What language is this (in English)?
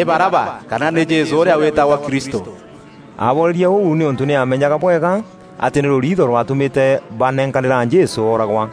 Meru